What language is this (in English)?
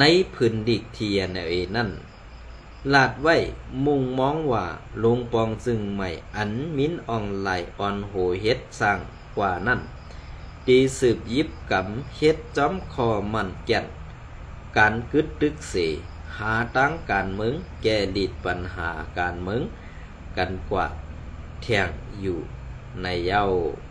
Shan